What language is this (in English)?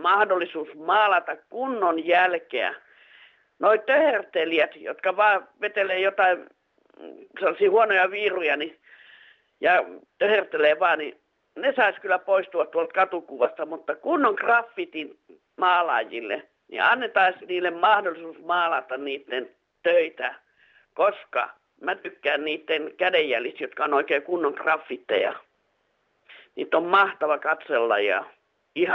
Finnish